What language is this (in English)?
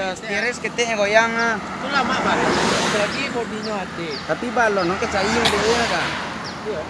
Minangkabau